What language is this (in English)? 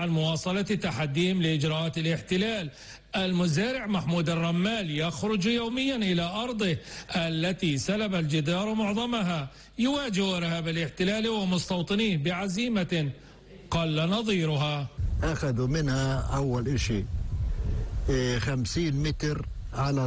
Arabic